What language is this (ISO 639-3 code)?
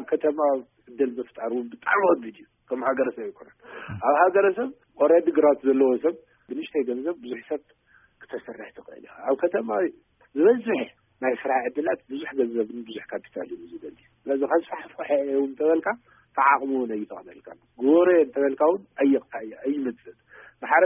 tir